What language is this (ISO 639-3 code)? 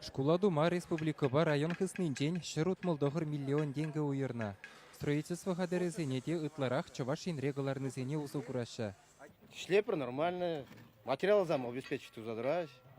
chv